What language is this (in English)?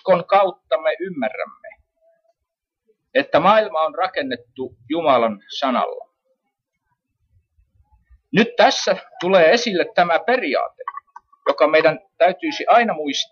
Finnish